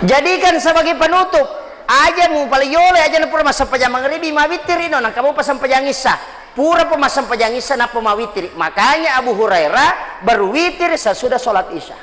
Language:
Buginese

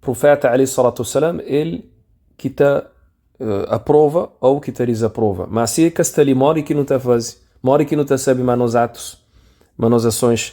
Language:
Kabuverdianu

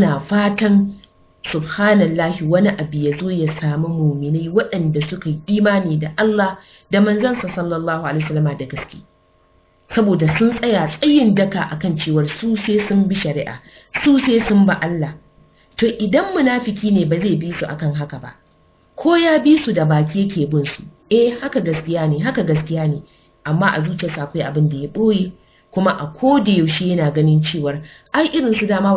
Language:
Hausa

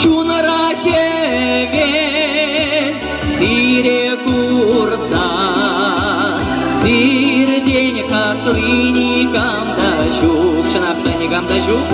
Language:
Chuvash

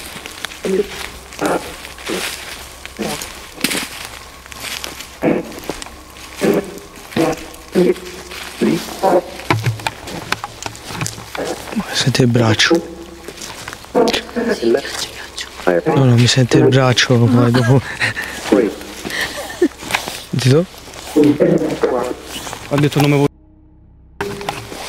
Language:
Italian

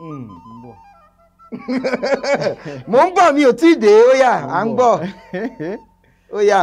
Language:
Yoruba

